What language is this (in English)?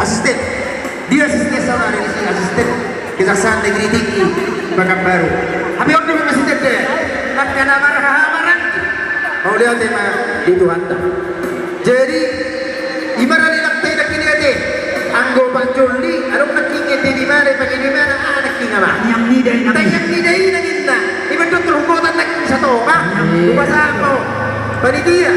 Batak Toba